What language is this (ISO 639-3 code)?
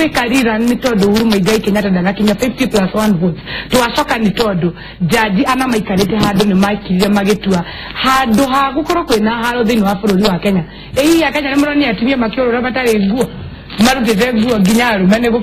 kik